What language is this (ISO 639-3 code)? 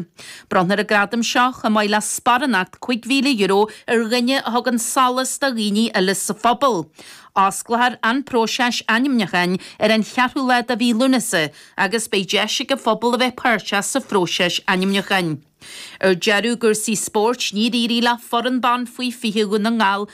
gle